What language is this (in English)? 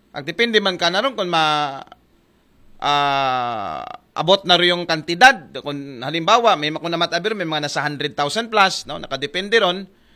Aklanon